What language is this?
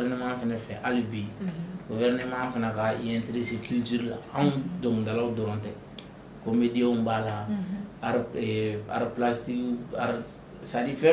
Bambara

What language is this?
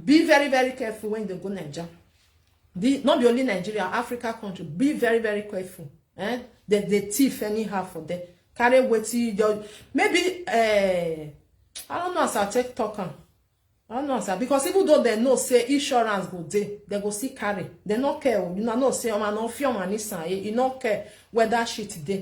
Nigerian Pidgin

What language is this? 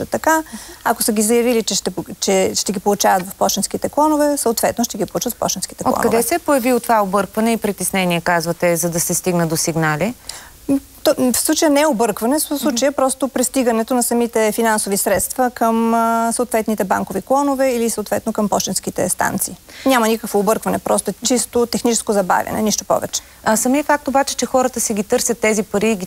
Bulgarian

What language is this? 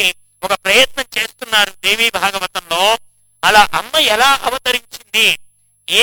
Telugu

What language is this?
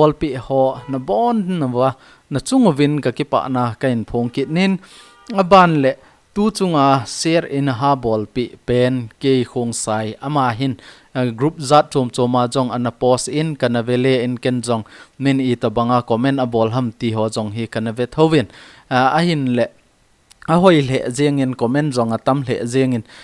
Thado Chin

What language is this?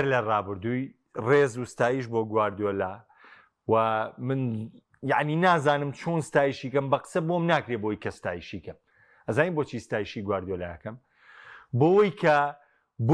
Central Kurdish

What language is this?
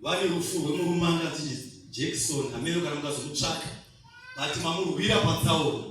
Shona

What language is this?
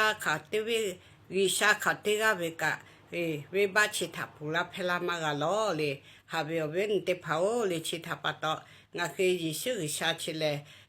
Lahu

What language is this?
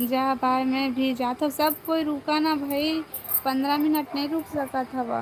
Chhattisgarhi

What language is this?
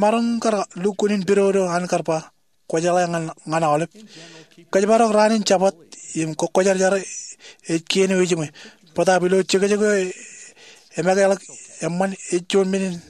Marshallese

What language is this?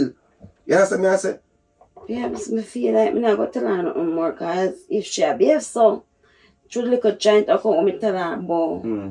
Jamaican Creole English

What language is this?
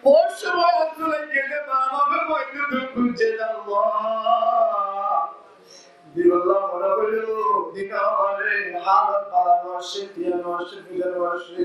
Rohingya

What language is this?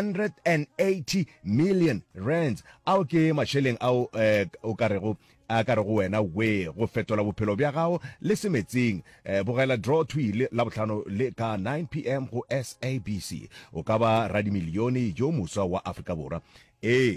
Northern Sotho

